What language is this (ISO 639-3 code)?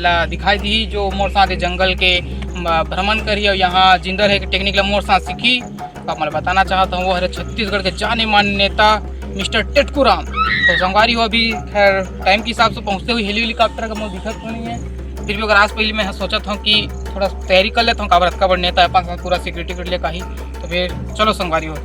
hne